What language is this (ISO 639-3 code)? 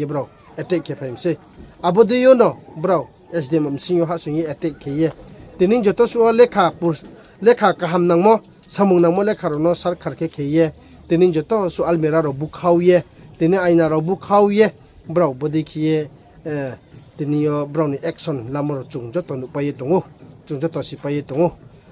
ria